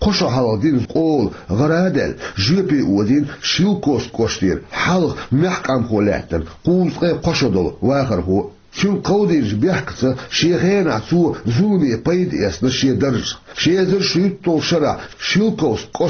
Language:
Chechen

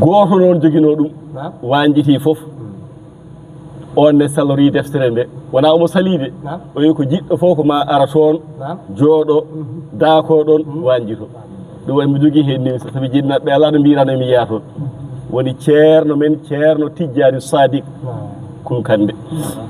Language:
Fula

